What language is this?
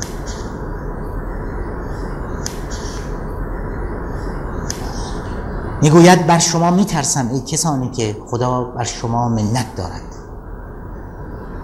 Persian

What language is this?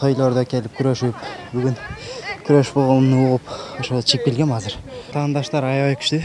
Kyrgyz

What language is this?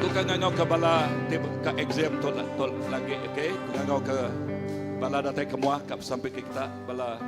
Iban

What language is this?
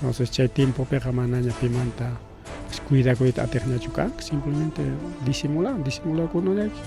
Ayacucho Quechua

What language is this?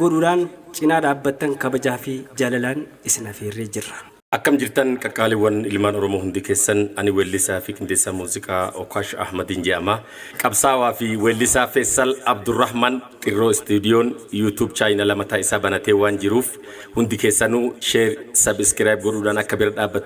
Oromo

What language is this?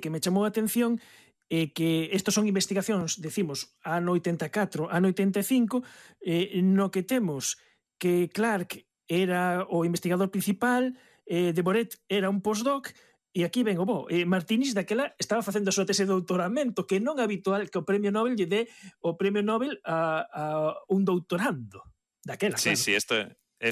Galician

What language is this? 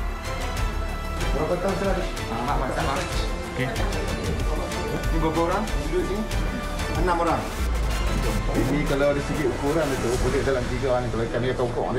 Malay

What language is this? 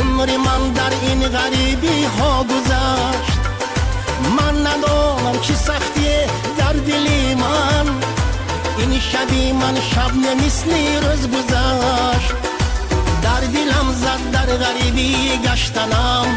Tajik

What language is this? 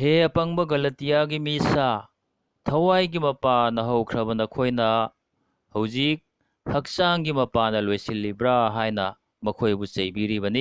Manipuri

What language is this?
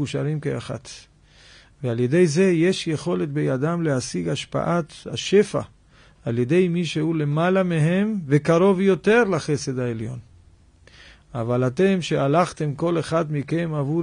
Hebrew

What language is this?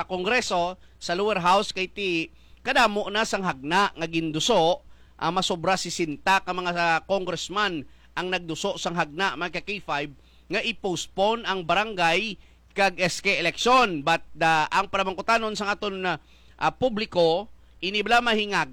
Hiligaynon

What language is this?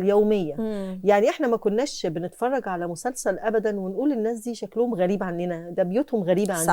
Egyptian Arabic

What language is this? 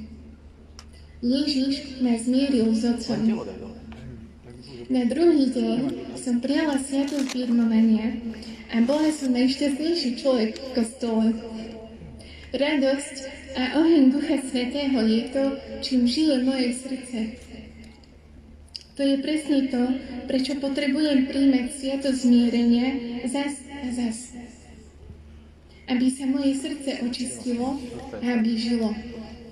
Slovak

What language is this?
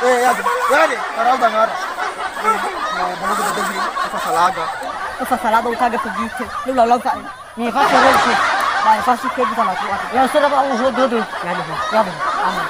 Nias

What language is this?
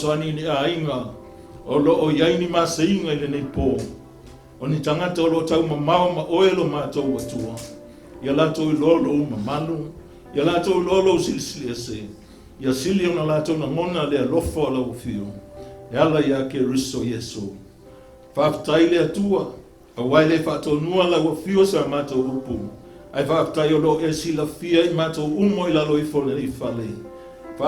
Samoan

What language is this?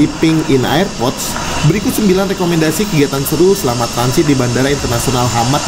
Indonesian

